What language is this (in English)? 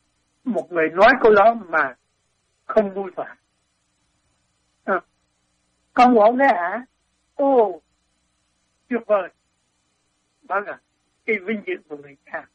Vietnamese